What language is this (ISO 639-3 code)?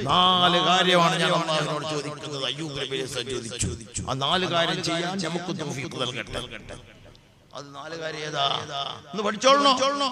mal